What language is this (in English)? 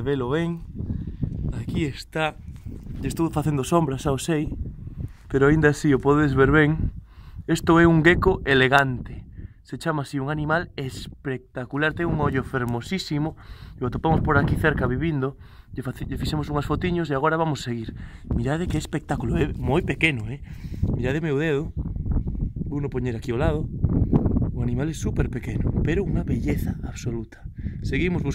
Galician